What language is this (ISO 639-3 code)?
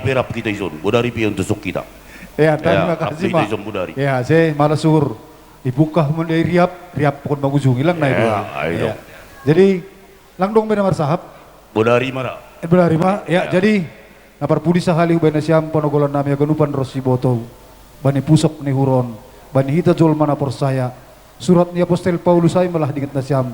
bts